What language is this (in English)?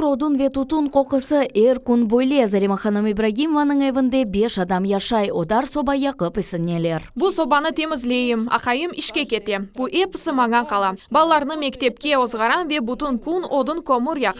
Crimean Tatar